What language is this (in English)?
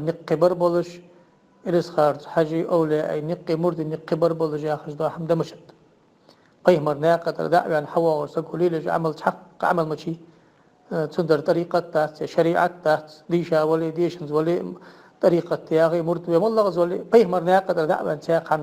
Ingush